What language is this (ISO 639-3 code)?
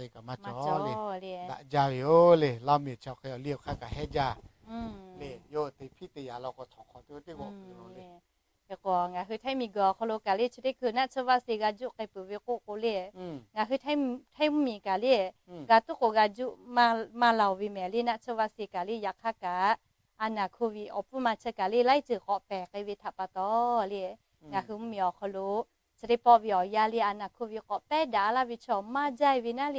lhu